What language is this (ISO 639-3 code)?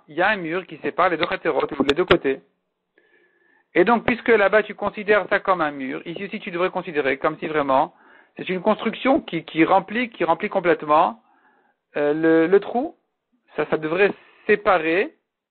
fra